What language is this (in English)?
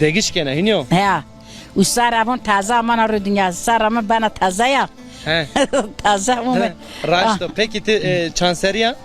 Zaza